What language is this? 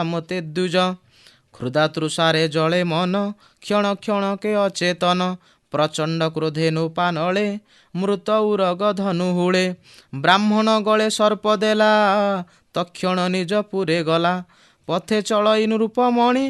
Odia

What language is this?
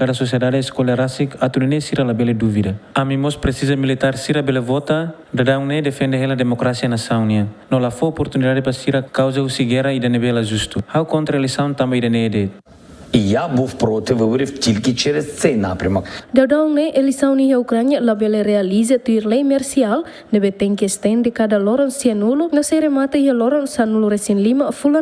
Tetum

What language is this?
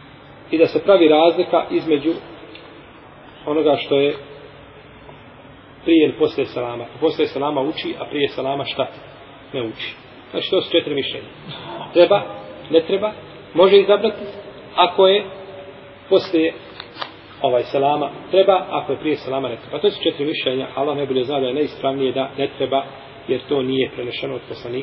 Bosnian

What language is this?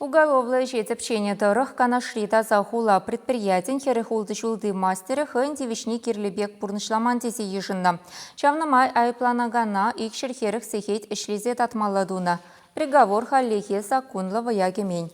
Chuvash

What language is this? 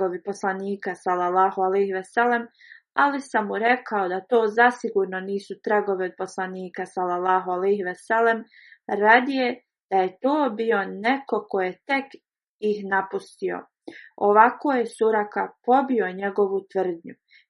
Bosnian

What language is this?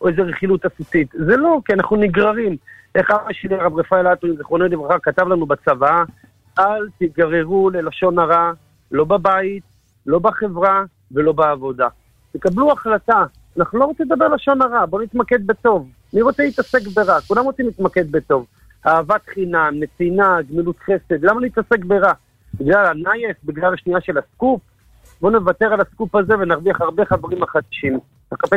Hebrew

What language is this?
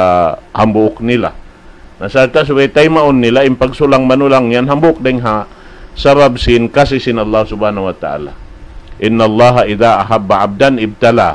Tausug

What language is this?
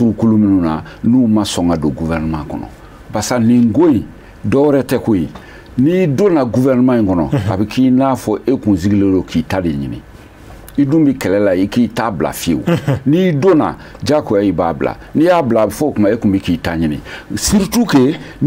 Bambara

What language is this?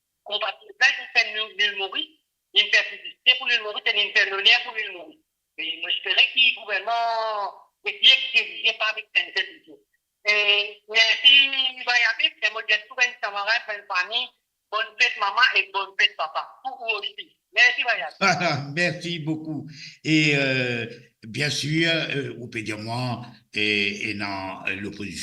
Morisyen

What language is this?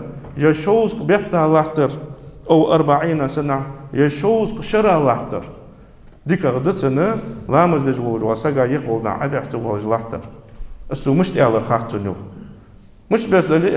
Ingush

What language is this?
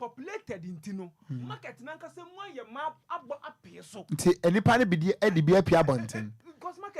Akan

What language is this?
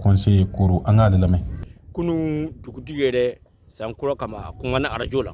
Bambara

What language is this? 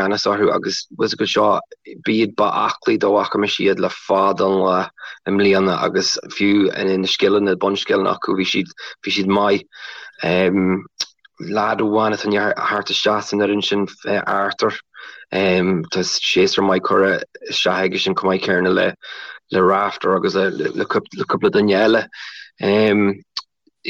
Irish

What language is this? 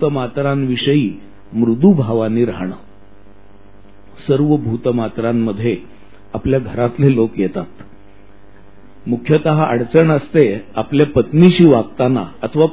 Marathi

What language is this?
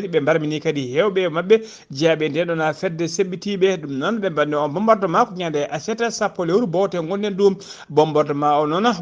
Fula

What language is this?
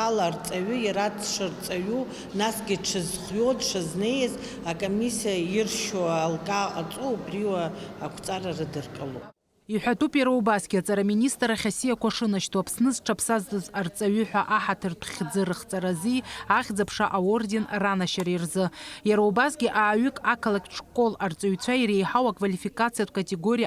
Abkhazian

